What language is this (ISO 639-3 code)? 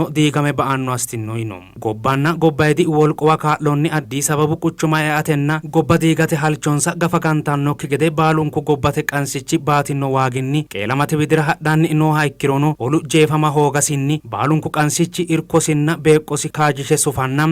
sid